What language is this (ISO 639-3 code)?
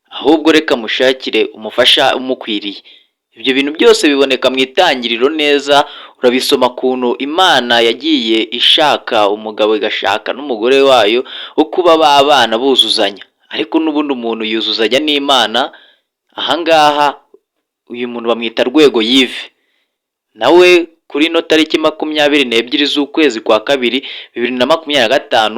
kin